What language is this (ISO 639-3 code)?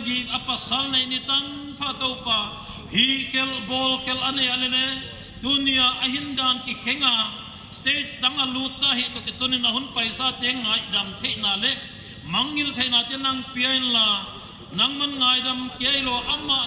pck